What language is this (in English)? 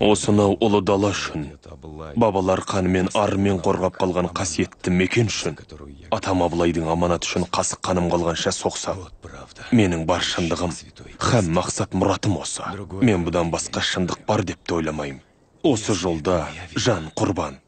Kazakh